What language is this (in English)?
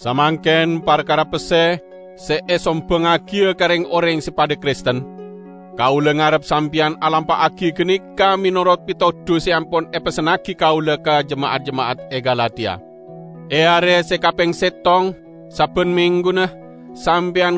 Madurese